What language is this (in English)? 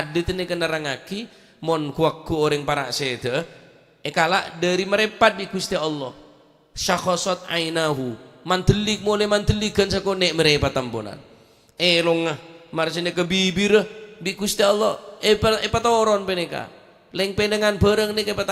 Madurese